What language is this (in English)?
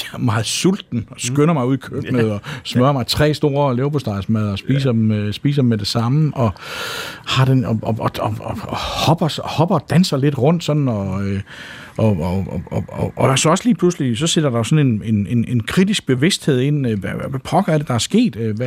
Danish